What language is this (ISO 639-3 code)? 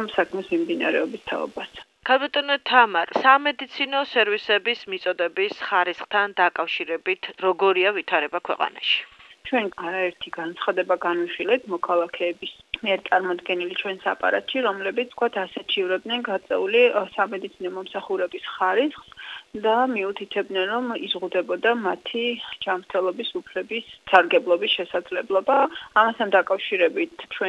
kat